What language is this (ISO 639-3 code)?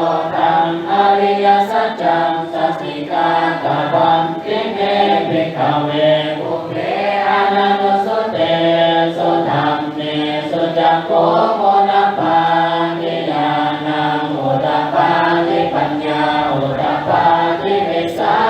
pli